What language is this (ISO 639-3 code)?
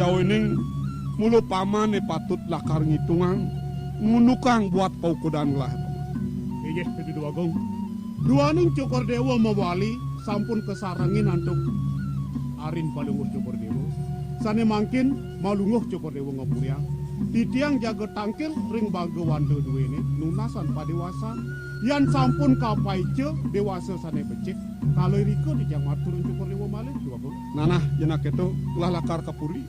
ban